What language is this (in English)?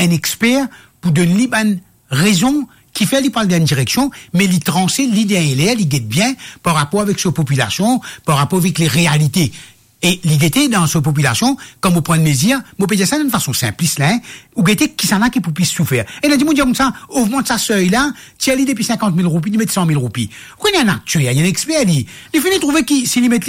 Morisyen